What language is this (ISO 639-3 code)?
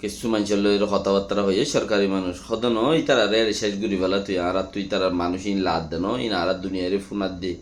rhg